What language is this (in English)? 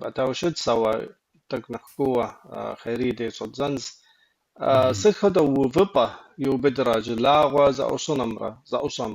Kabardian